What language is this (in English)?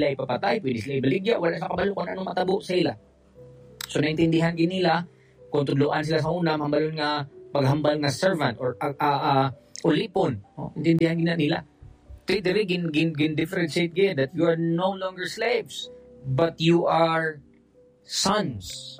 Hiligaynon